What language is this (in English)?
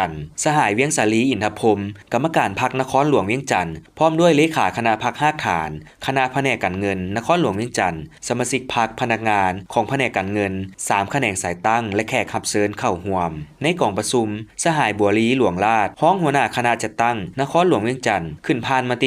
Lao